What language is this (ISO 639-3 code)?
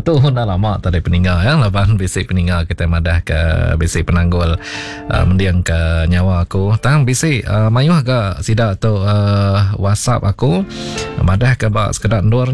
iba